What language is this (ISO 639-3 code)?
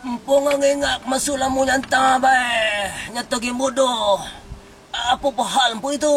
min